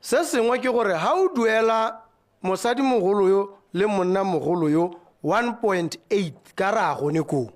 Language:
Tswana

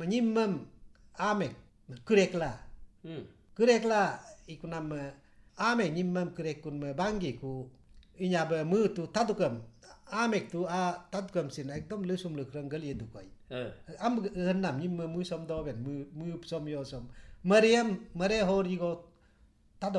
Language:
Galo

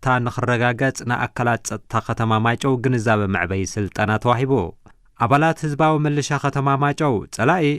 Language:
Tigrinya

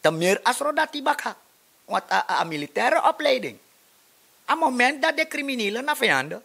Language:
Sranan Tongo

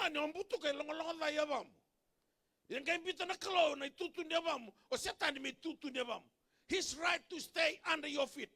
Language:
Fijian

